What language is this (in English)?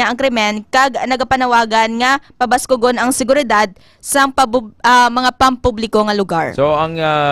Hiligaynon